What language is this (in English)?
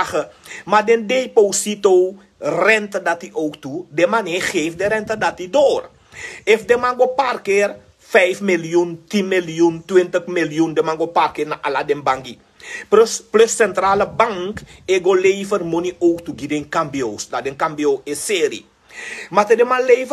Sranan Tongo